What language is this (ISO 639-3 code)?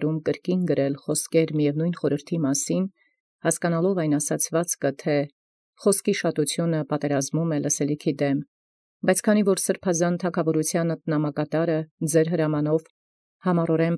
hye